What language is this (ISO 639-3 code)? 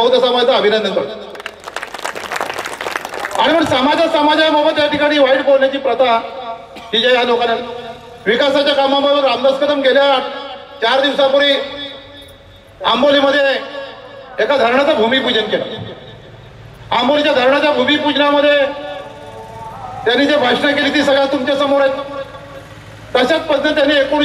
mar